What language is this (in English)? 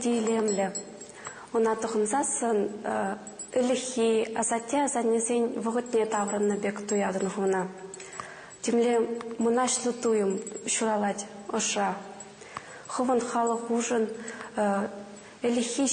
Chuvash